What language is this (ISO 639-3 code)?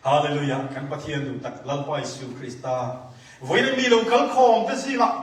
cnh